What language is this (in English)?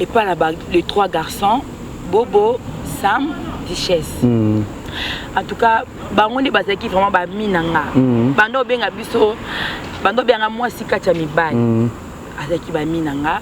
Lingala